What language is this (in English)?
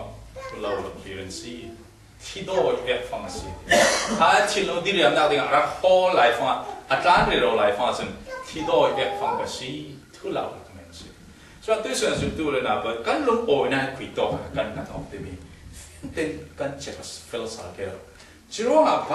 Falam Chin